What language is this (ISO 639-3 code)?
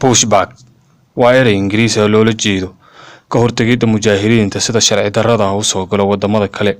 som